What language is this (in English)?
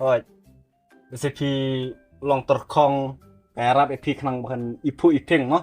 Khasi